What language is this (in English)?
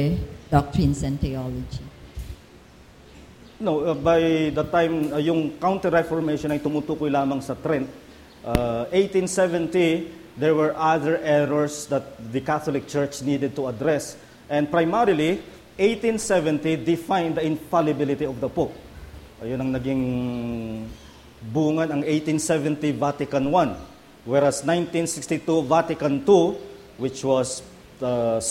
Filipino